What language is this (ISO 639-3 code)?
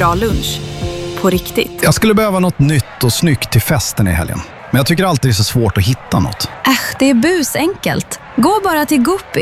swe